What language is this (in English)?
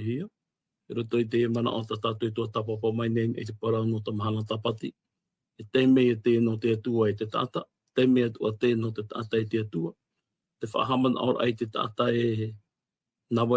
Tahitian